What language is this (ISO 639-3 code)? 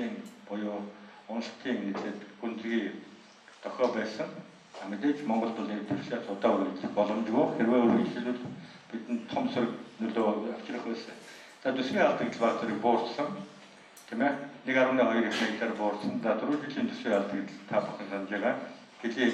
mon